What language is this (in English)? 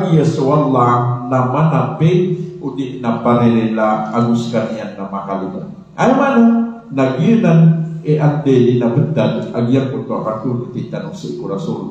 Maranao